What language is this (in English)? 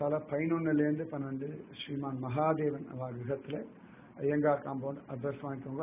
Tamil